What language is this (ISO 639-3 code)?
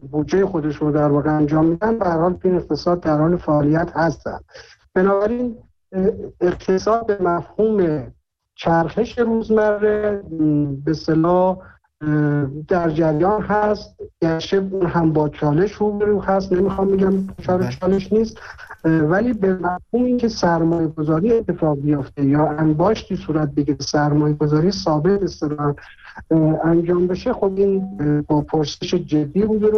fas